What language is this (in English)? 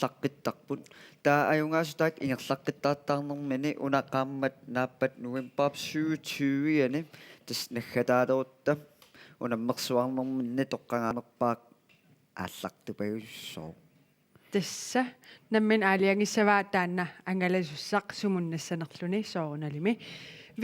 Kalaallisut